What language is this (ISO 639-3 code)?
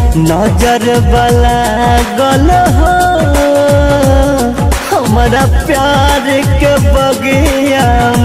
bho